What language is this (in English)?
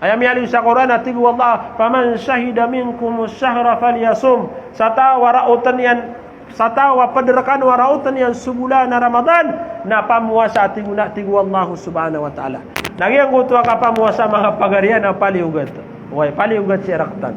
Maranao